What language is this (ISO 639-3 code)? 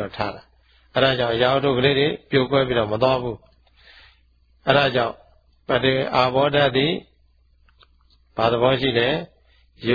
mya